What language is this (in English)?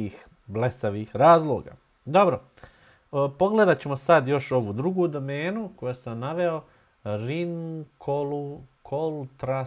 Bosnian